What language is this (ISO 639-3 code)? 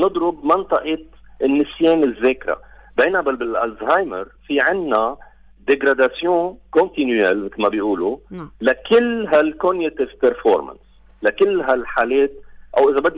apc